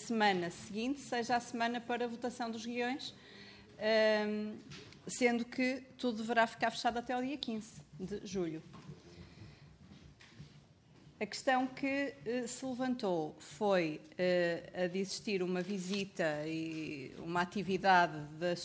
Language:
Portuguese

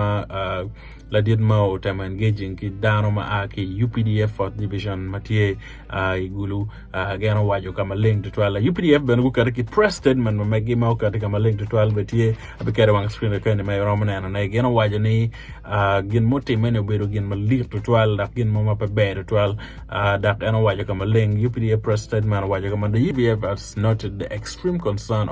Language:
Acoli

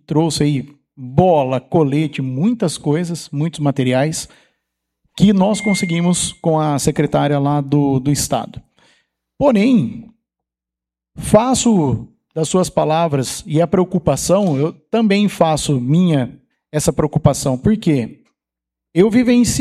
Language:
Portuguese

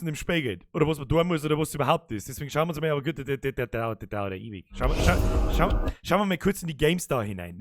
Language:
Bavarian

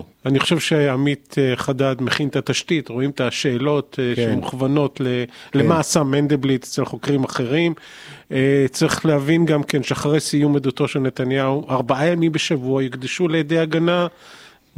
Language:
Hebrew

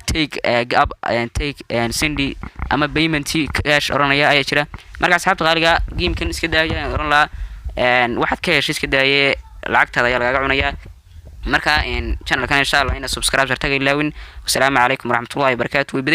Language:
Somali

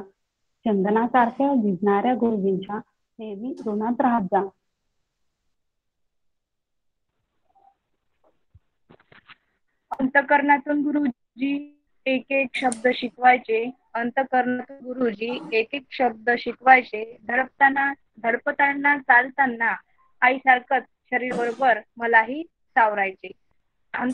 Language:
Marathi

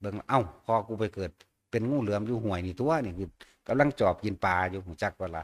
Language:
Northeastern Thai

